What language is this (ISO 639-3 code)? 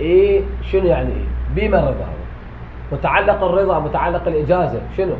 acm